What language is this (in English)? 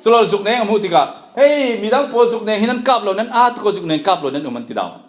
Falam Chin